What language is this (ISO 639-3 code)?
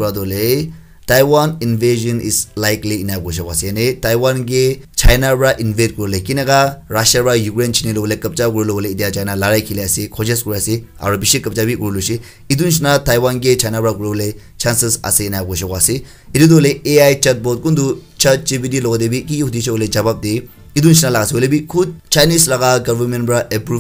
nag